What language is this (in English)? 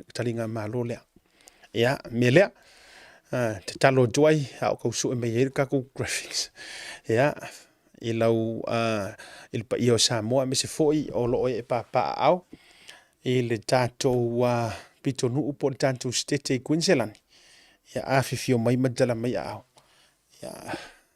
Samoan